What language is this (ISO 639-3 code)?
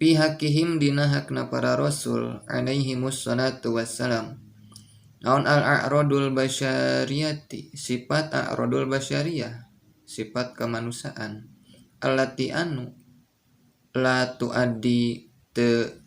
sun